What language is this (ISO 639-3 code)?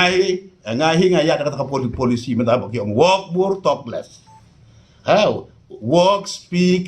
kha